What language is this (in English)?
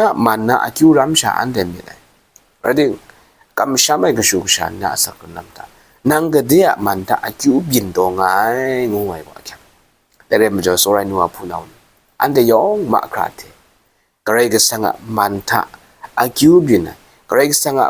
Kachin